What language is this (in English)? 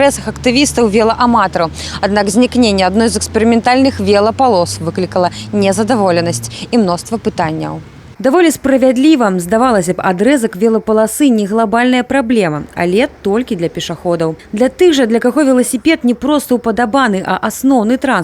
Belarusian